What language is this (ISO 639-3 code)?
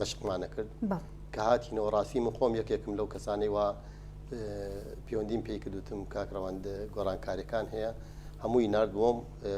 ckb